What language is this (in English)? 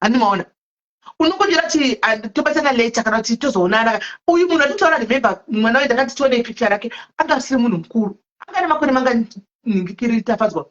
Shona